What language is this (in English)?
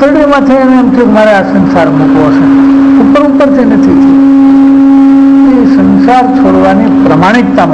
Gujarati